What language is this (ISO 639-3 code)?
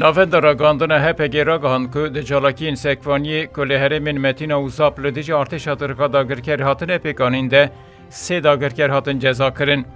kur